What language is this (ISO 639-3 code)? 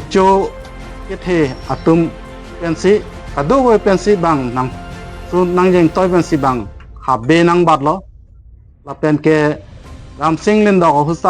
mjw